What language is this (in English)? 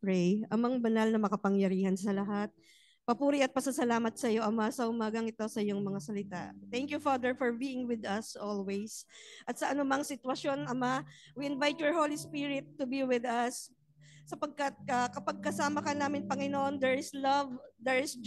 Filipino